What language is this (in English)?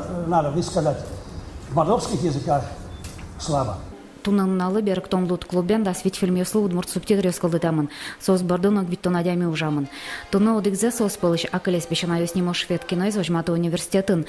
Udmurt